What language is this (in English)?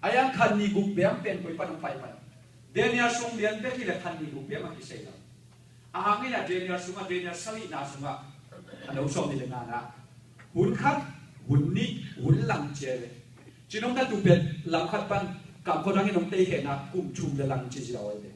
Tedim Chin